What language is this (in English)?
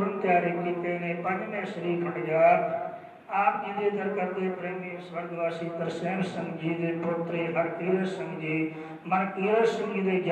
Punjabi